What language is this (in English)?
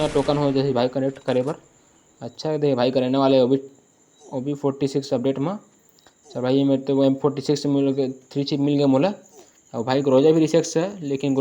Chhattisgarhi